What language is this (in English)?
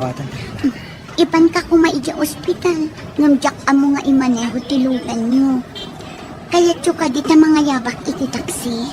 Iloko